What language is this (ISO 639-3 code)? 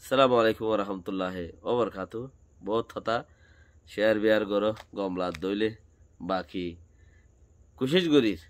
rhg